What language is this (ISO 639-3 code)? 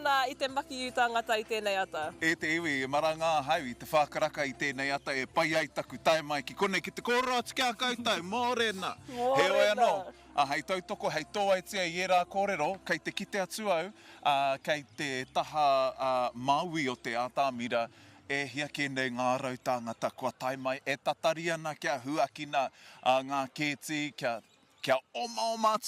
mri